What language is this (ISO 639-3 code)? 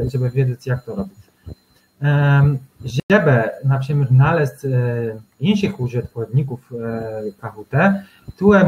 csb